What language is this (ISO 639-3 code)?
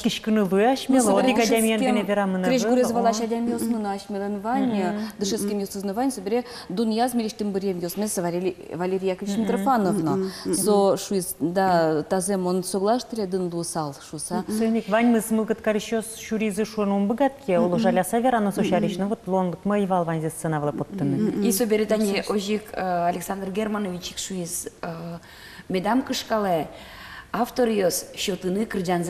udm